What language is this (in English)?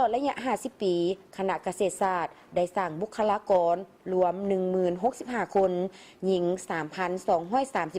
Lao